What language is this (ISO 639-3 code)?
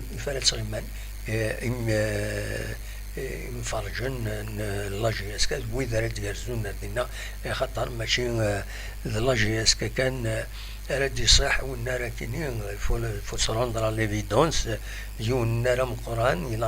kab